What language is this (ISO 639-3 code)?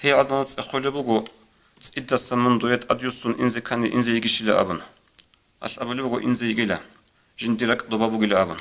ava